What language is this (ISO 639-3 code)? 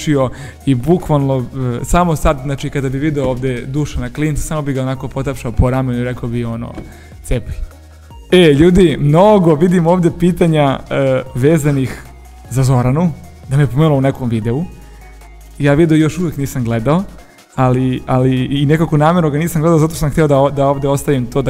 srp